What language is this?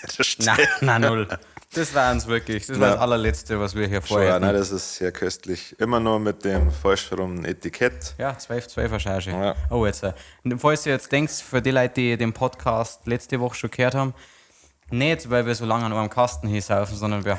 Bavarian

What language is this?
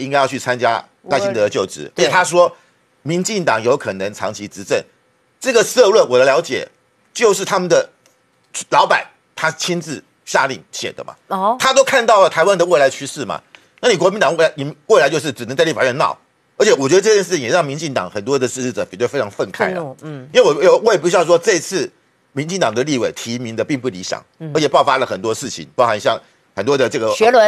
Chinese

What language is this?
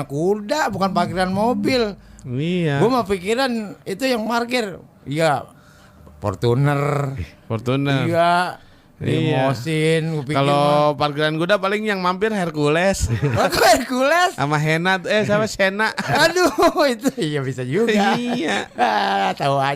Betawi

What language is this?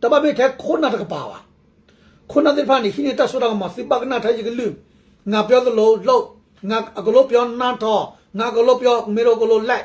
S'gaw Karen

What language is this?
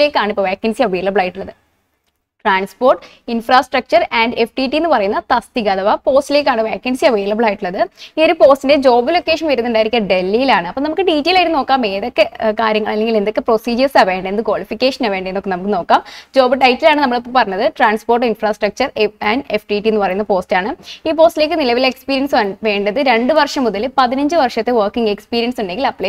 Malayalam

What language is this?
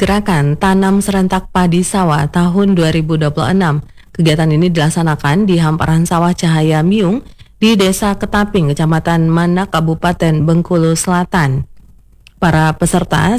Indonesian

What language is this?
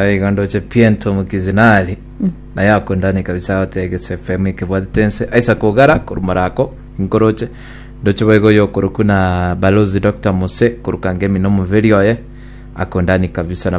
Gusii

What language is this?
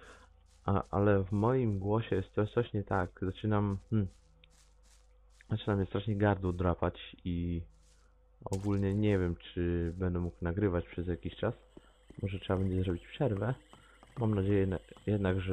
Polish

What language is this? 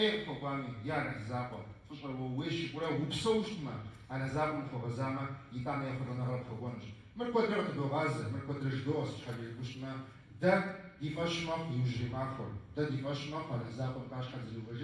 Kabardian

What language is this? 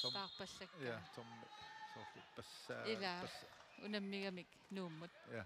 Kalaallisut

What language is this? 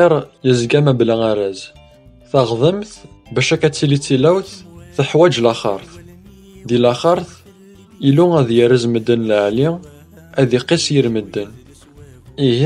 Kabyle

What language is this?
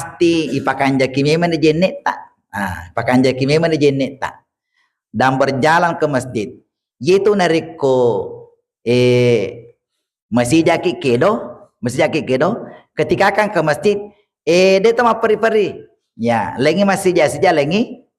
Buginese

